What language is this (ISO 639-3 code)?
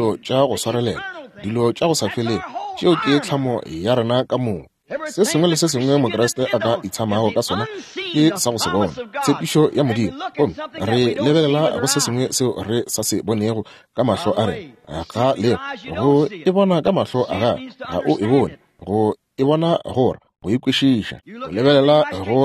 nso